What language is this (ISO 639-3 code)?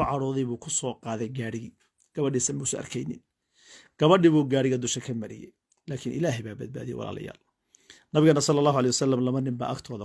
som